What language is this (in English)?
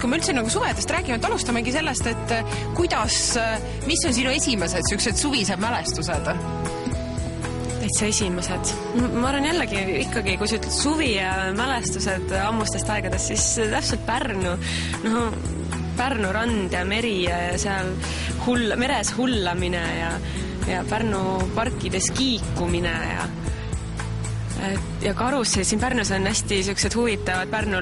Estonian